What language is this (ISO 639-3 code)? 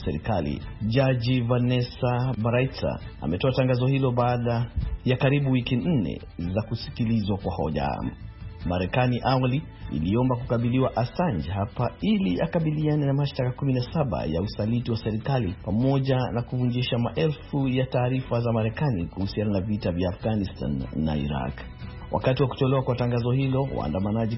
swa